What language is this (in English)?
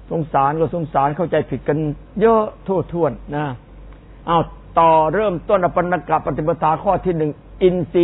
Thai